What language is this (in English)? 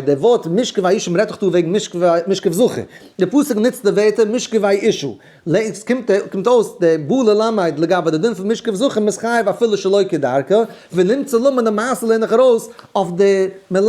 Yiddish